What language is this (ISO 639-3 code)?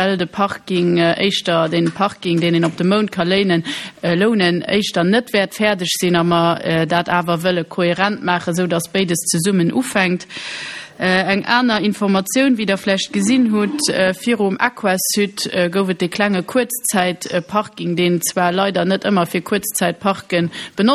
ltz